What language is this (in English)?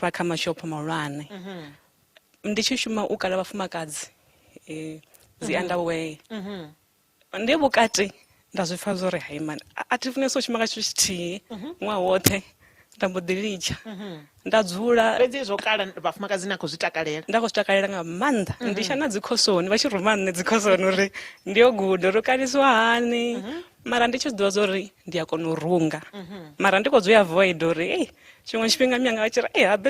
Venda